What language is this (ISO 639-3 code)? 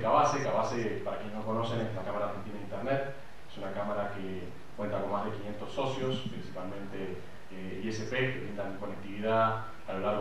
spa